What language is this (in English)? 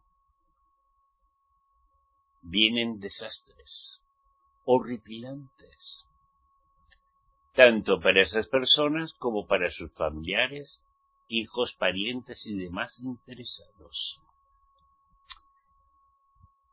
Spanish